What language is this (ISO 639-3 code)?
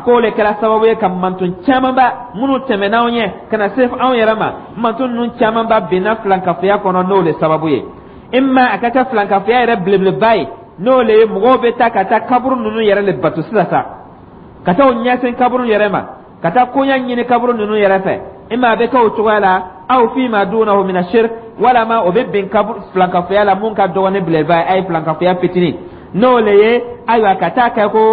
dyu